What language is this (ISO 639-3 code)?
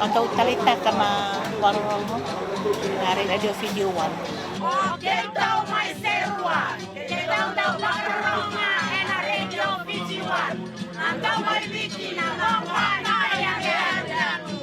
fij